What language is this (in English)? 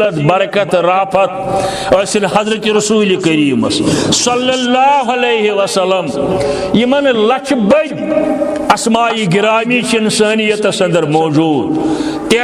Kashmiri